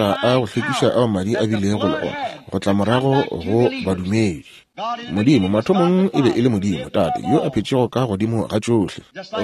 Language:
Northern Sotho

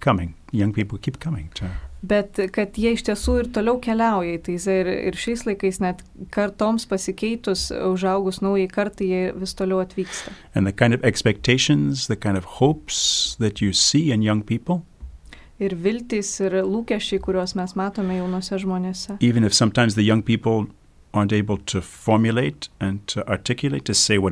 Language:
Lithuanian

